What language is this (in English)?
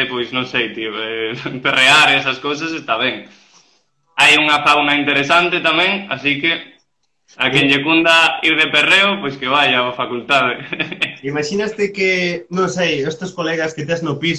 Galician